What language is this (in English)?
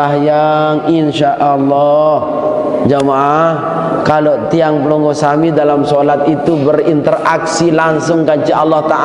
Sasak